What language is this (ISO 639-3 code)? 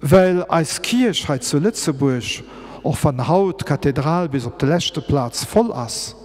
ltz